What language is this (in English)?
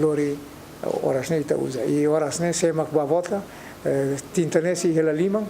Tetum